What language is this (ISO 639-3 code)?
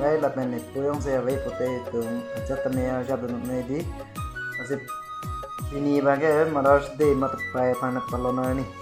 mjw